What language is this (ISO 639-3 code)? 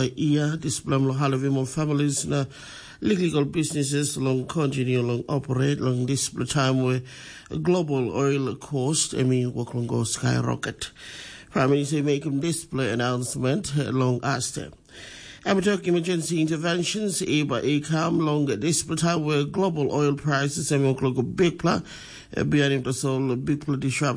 tpi